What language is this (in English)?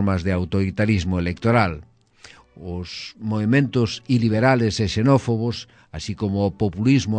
Galician